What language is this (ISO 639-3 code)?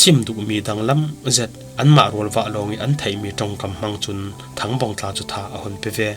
cfm